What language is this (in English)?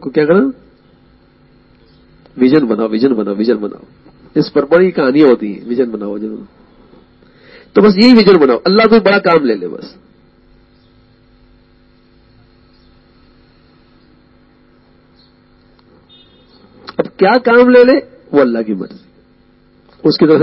Urdu